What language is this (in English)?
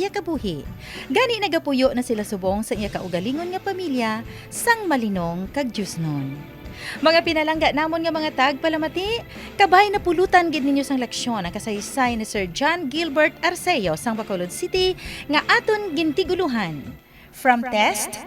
Hiligaynon